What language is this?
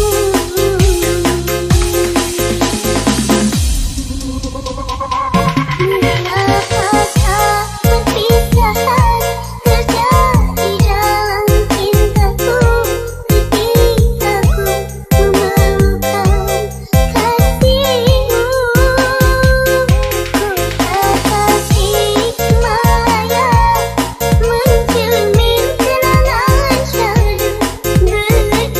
Indonesian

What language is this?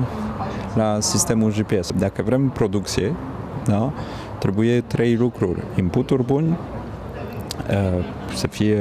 Romanian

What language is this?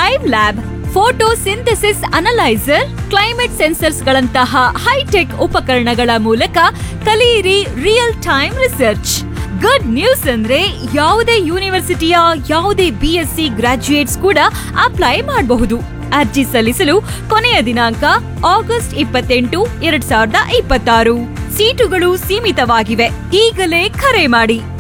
Kannada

